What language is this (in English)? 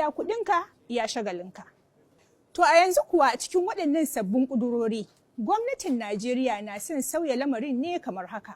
Hausa